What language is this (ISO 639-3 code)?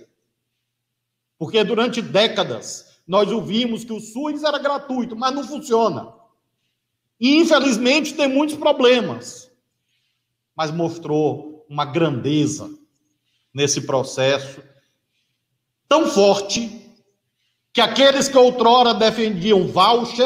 por